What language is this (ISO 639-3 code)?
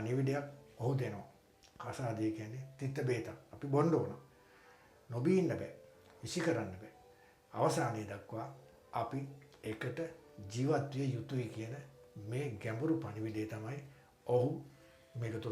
sin